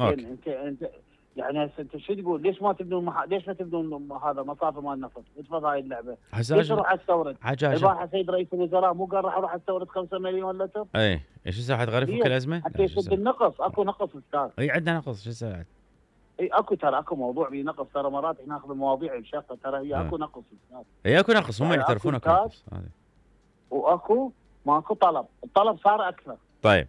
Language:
Mesopotamian Arabic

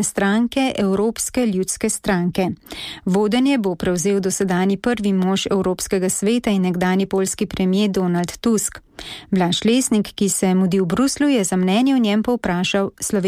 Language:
Slovenian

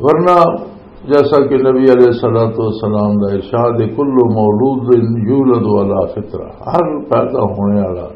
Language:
Western Panjabi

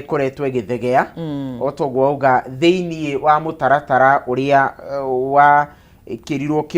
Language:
Kikuyu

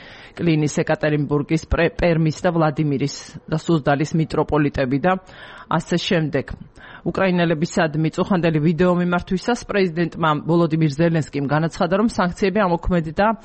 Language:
Georgian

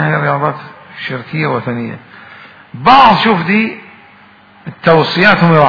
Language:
Mesopotamian Arabic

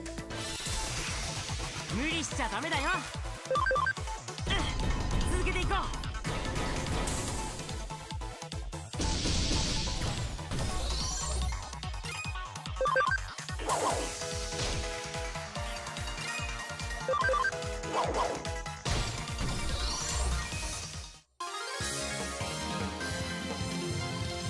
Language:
Japanese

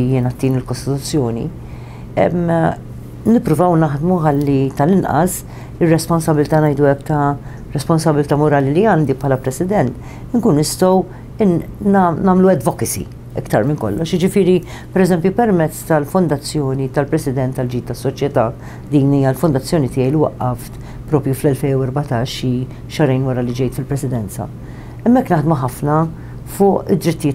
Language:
Maltese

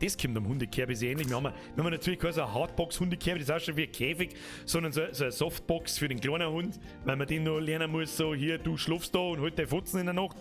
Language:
Bavarian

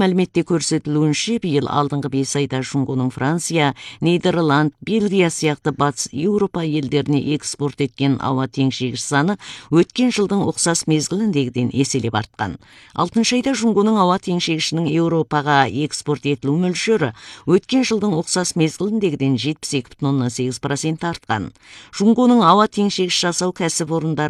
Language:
Kazakh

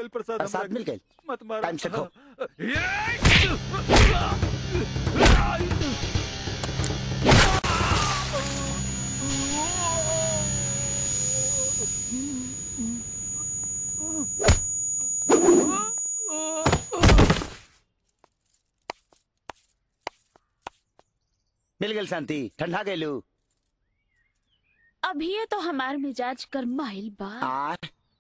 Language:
Bhojpuri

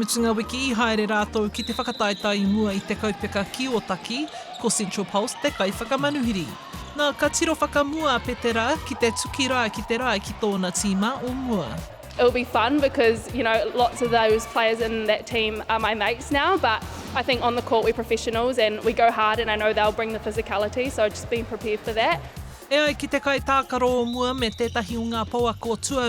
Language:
Māori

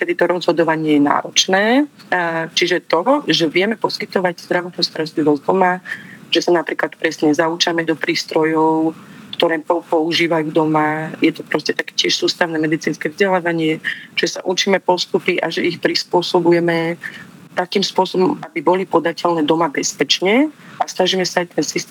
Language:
Slovak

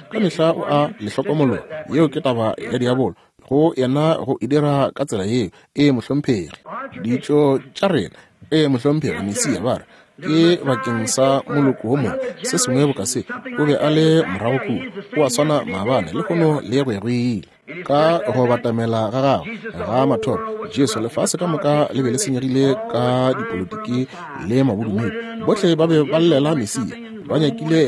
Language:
Northern Sotho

